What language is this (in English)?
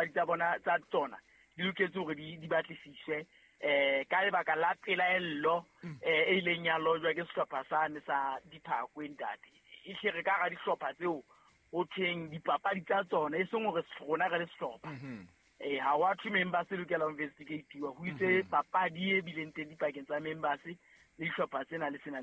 Southern Sotho